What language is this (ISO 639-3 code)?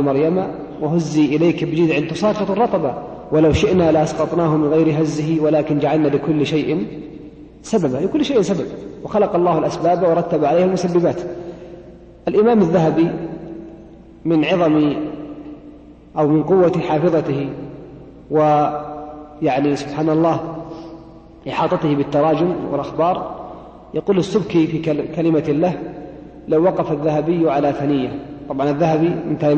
ara